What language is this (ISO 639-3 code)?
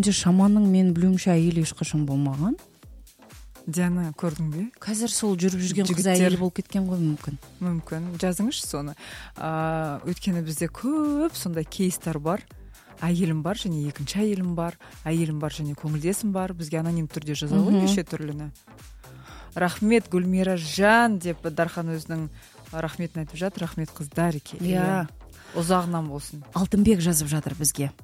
kaz